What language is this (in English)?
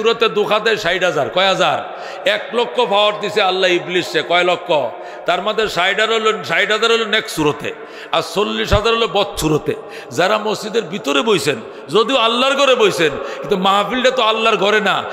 Bangla